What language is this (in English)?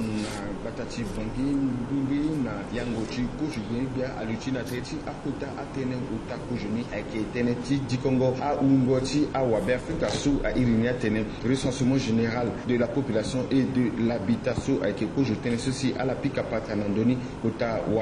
Sango